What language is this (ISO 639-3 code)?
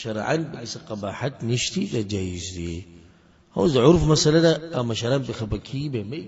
pus